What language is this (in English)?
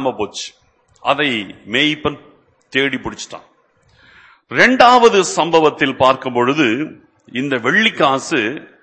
Tamil